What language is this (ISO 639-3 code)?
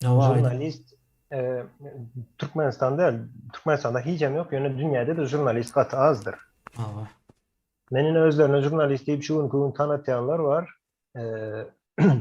tuk